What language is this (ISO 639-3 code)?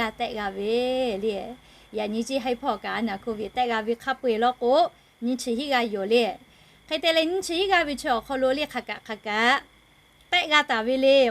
lhu